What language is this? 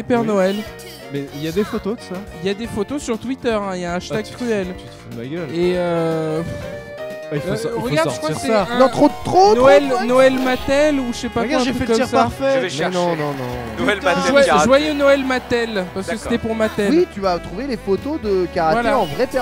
French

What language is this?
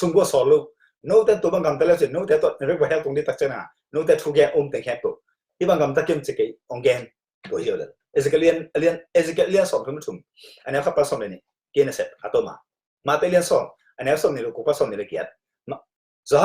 Tedim Chin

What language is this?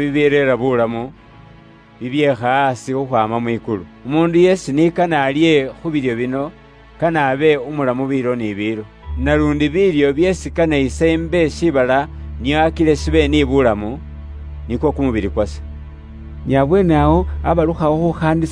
Luyia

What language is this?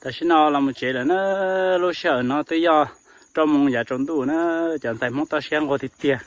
Hmong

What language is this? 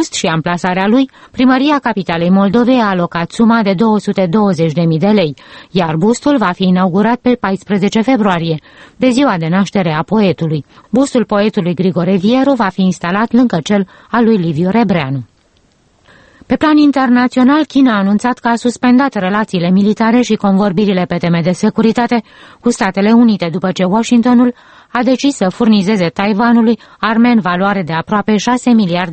Romanian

